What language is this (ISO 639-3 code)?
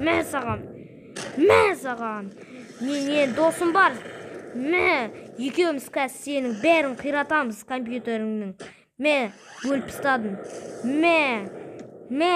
kaz